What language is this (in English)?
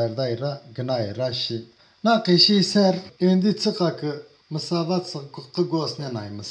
Zaza